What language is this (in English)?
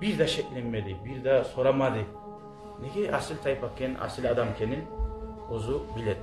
Kumyk